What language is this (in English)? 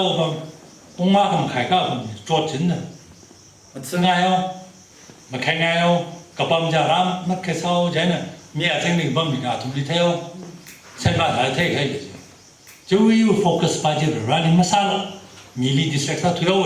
Tangkhul Naga (India)